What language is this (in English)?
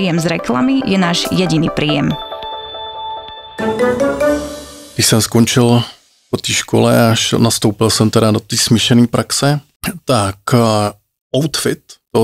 Czech